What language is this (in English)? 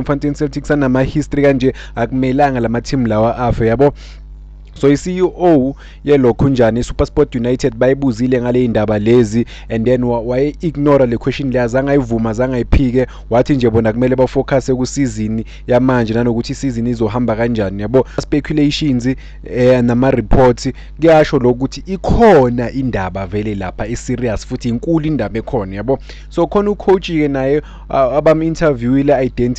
Zulu